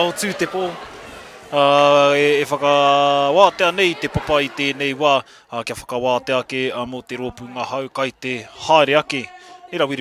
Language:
Māori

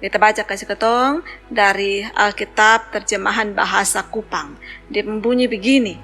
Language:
Kupang Malay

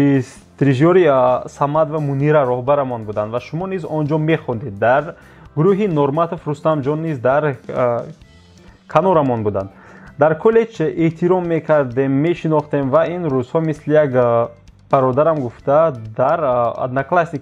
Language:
Tajik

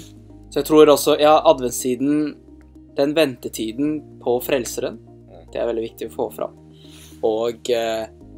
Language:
Norwegian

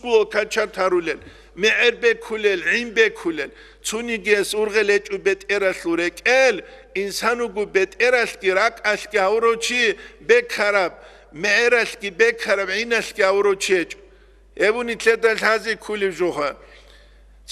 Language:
Avaric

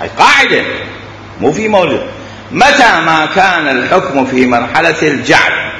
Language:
Mesopotamian Arabic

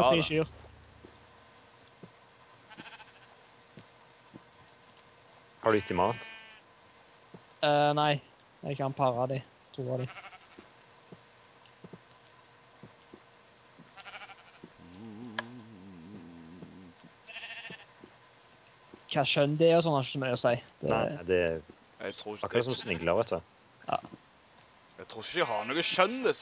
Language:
Norwegian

